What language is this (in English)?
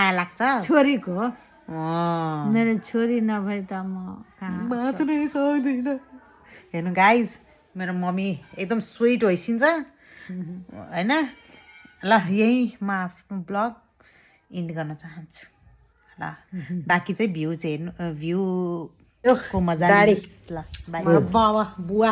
Nepali